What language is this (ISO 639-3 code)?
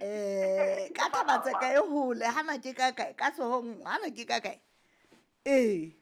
sot